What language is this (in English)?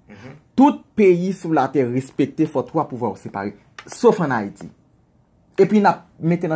Haitian Creole